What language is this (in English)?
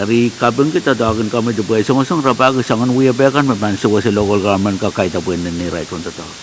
Pohnpeian